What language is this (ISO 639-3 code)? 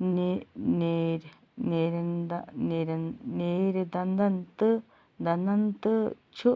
kas